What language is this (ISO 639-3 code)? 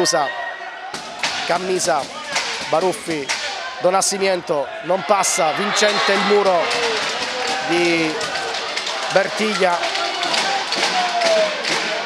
ita